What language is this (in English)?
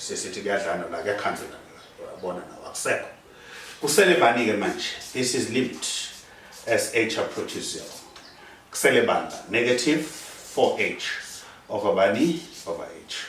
Zulu